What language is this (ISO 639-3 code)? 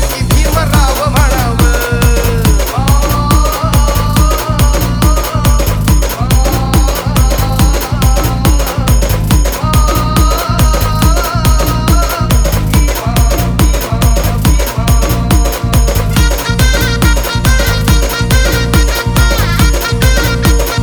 mar